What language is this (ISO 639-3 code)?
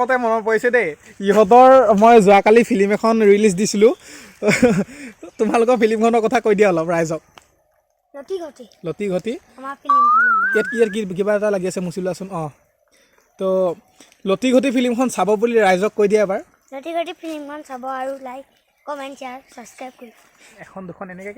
asm